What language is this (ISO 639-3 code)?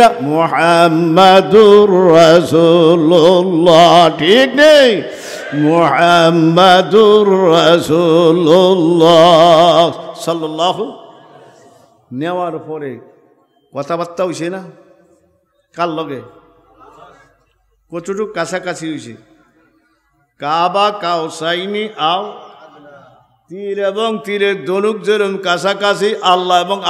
ben